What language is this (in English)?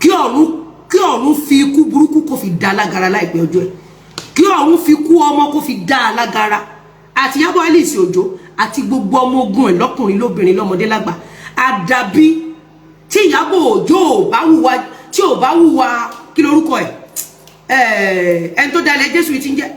Yoruba